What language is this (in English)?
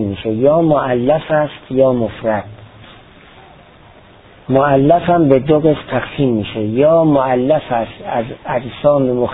Persian